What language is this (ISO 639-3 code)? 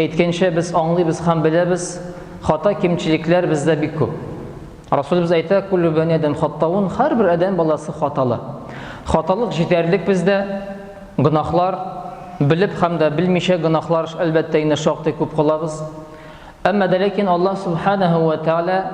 tat